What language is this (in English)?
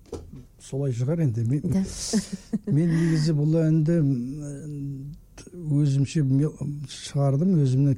Kazakh